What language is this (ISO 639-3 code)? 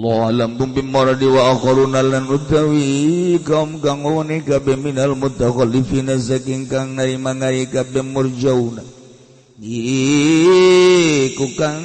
sun